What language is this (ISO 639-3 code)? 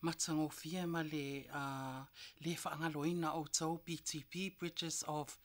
smo